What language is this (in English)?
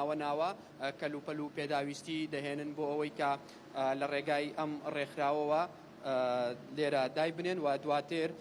Central Kurdish